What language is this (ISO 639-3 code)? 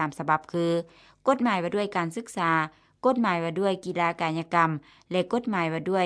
lao